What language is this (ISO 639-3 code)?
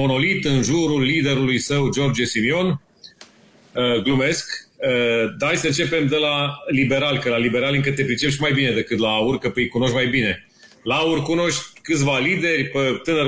ron